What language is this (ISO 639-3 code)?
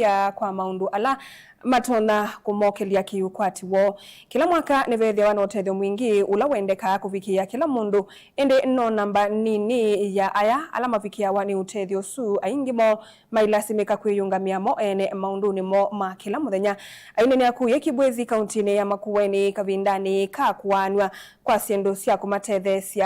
kam